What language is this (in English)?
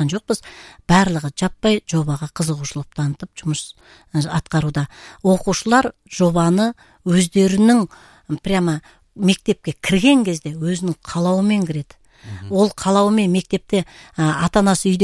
Kazakh